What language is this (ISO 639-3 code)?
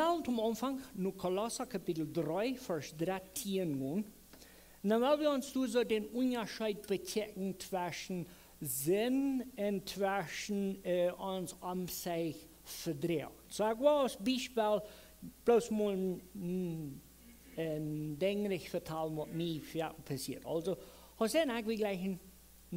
pdt